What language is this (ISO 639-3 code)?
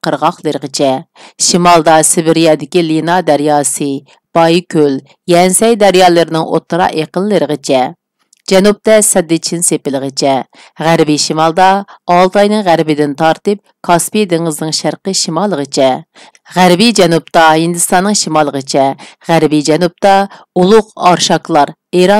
uig